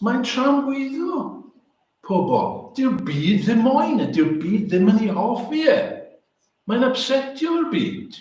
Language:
Welsh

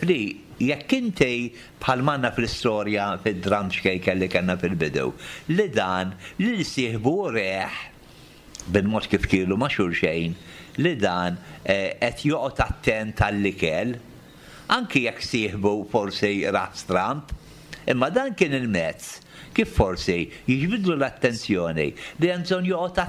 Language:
Maltese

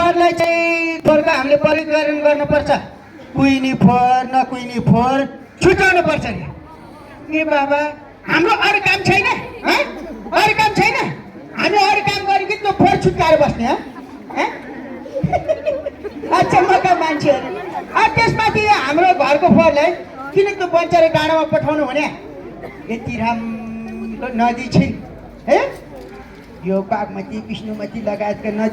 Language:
Nepali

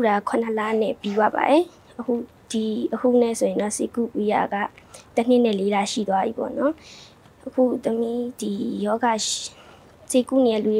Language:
Burmese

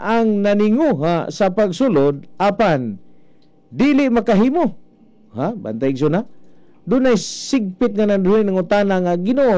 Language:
Cebuano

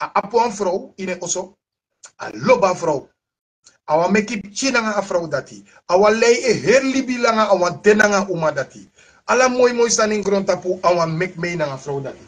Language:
Sranan Tongo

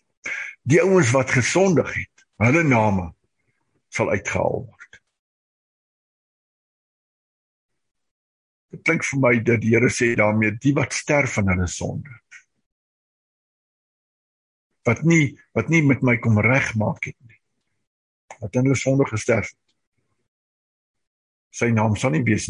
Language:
Afrikaans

